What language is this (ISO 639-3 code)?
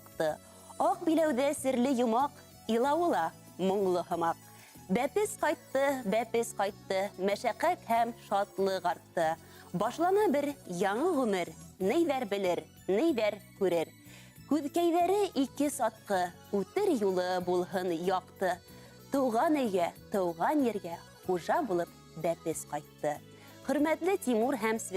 bak